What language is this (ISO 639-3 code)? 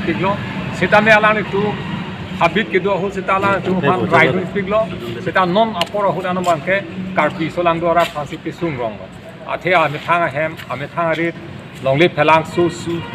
mjw